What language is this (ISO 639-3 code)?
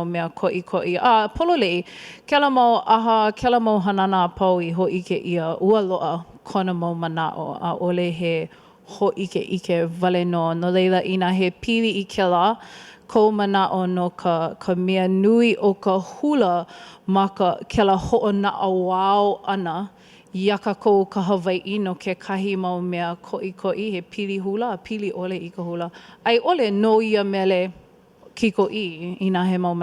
haw